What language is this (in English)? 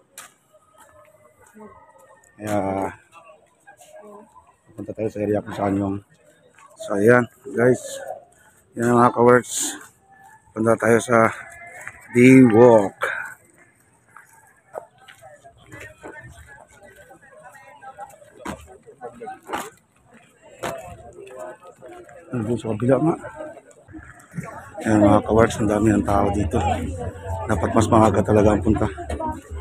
Filipino